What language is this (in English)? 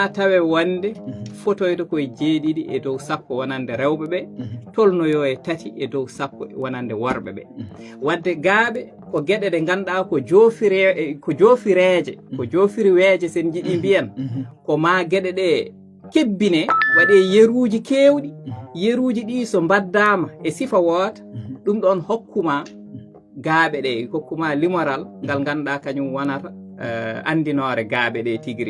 Fula